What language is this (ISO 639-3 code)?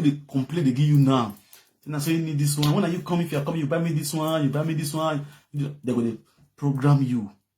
pcm